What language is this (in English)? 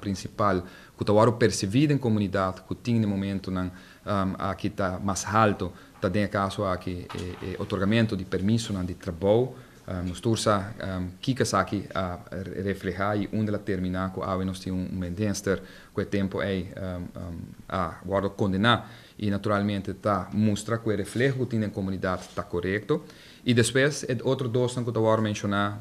Papiamento